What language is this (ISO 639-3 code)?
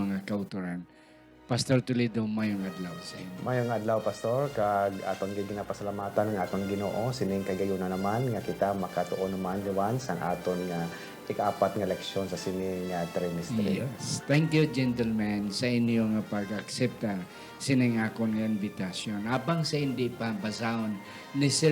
hil